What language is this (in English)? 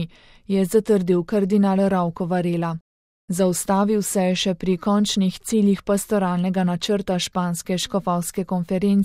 Slovenian